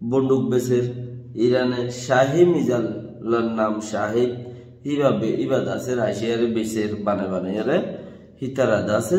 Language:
Rohingya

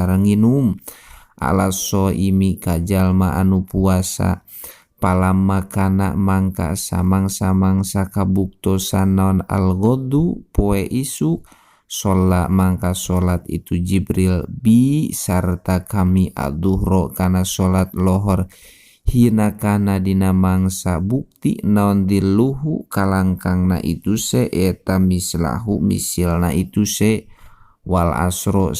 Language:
Sundanese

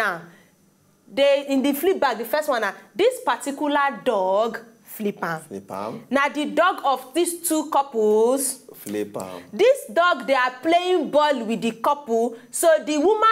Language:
Nigerian Pidgin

